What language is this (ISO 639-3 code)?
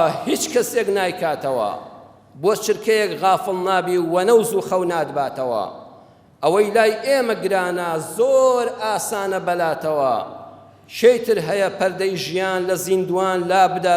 ckb